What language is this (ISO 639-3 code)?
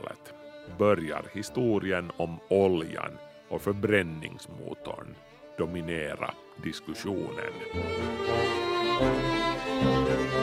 swe